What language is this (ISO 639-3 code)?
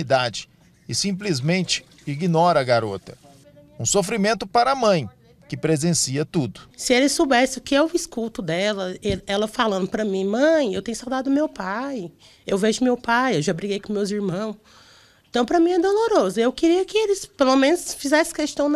por